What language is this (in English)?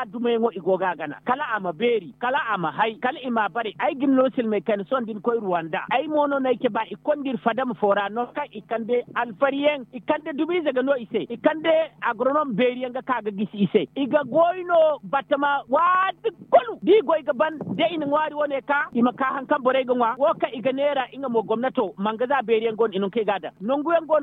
Zarma